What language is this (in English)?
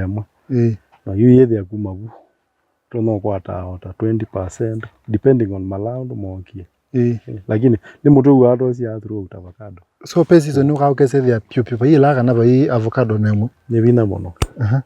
Kamba